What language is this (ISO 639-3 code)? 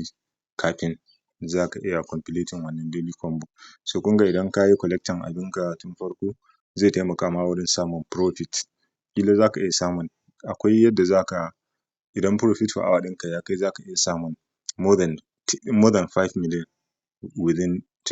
hau